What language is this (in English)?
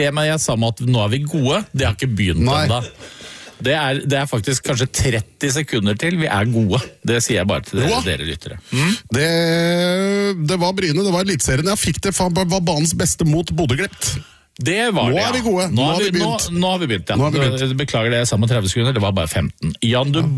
Norwegian